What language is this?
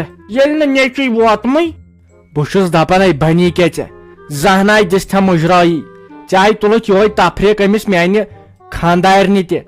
Kashmiri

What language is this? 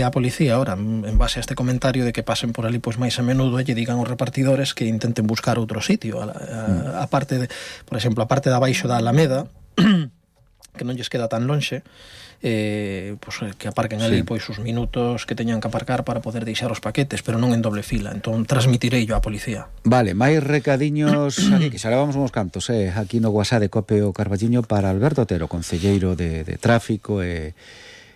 Galician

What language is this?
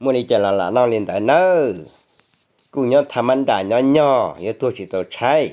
Hmong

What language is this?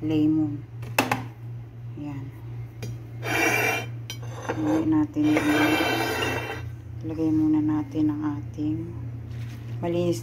Filipino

